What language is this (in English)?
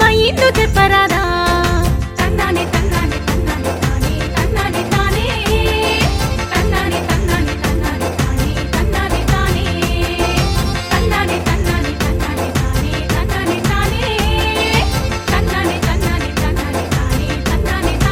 Telugu